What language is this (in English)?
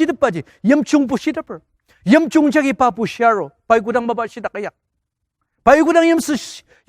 Ao Naga